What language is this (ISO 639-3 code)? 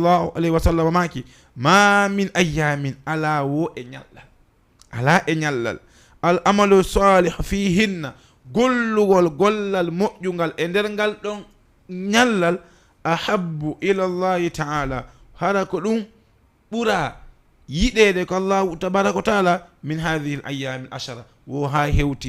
ful